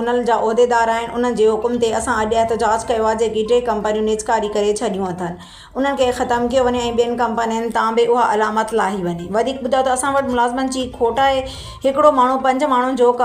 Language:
Sindhi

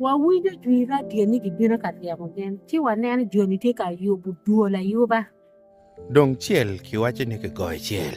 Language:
Acoli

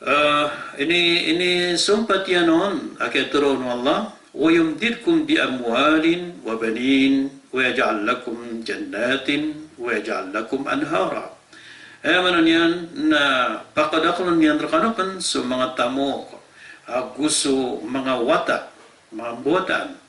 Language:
Maranao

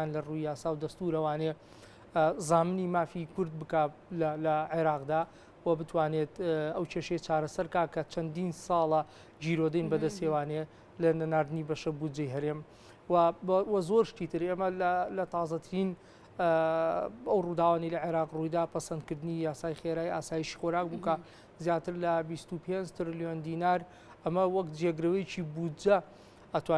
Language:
Central Kurdish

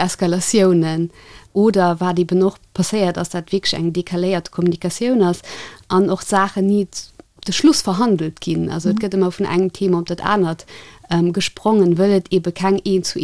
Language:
Luxembourgish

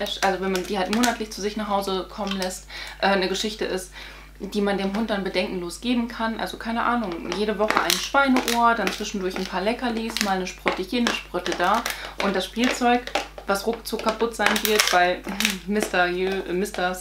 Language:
German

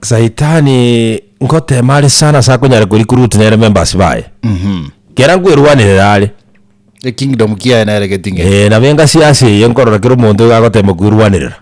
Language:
Gusii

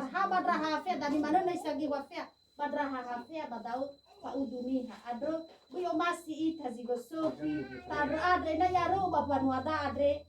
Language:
Nias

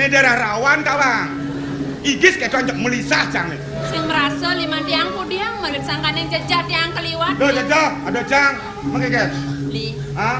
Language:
Balinese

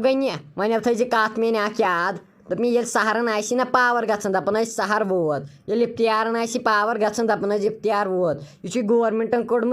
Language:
Kashmiri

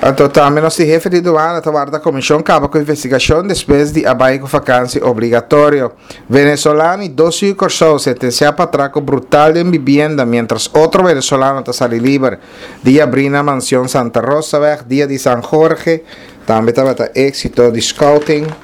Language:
Papiamento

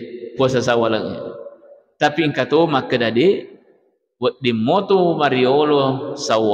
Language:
Buginese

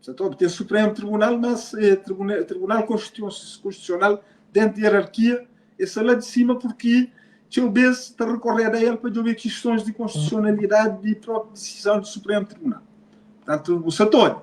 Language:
Kabuverdianu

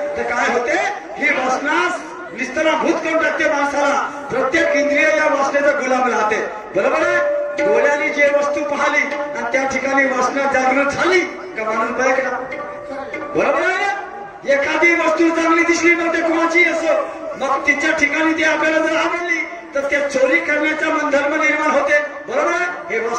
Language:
Marathi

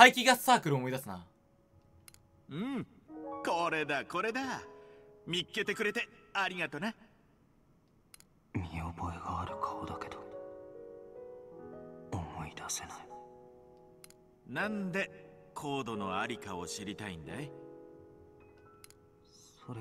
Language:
Japanese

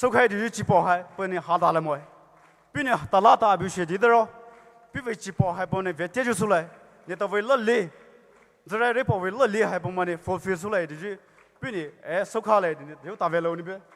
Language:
Poumei Naga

